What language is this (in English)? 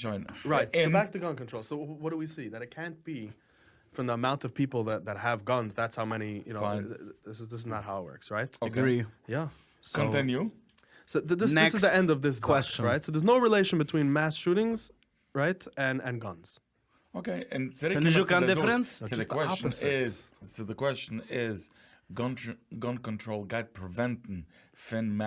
Yiddish